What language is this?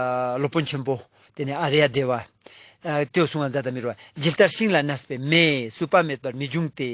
Ladakhi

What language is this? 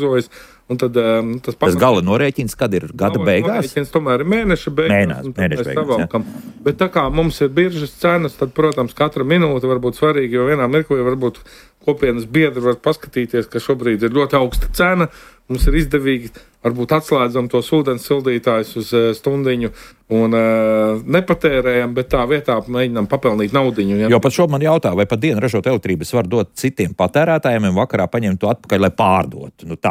Latvian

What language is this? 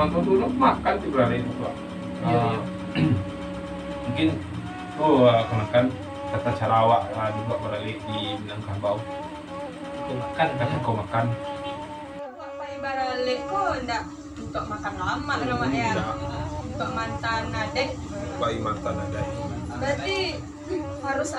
Minangkabau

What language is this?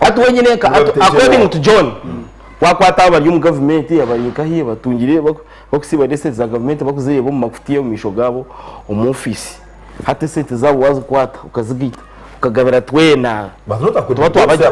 Nyankole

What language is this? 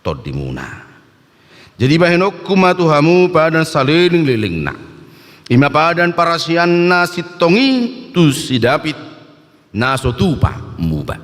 Batak Toba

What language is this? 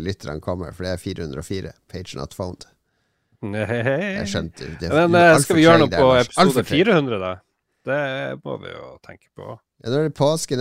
Norwegian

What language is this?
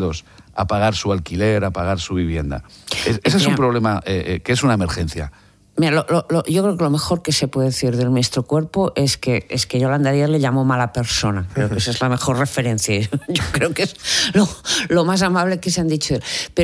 Spanish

